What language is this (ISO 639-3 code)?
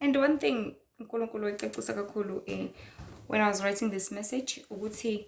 zul